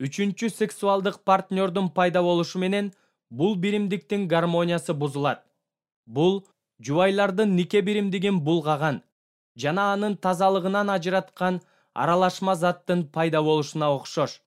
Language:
Kyrgyz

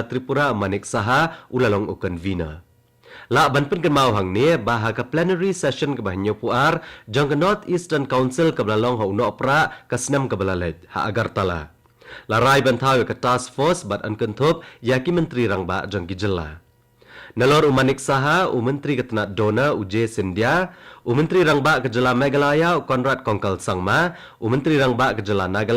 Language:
Khasi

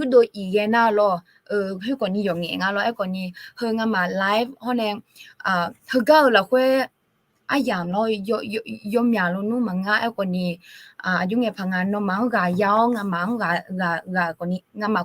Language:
Akha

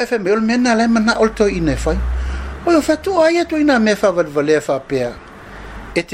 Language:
Samoan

